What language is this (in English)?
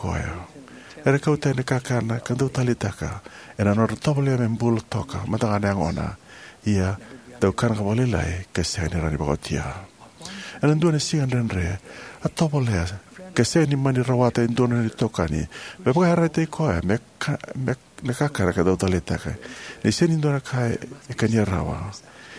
Fijian